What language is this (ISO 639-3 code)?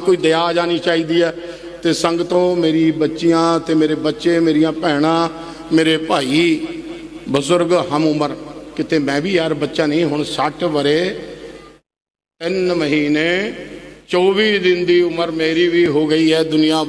pan